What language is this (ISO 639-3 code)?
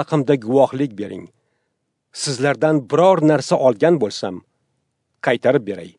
uzb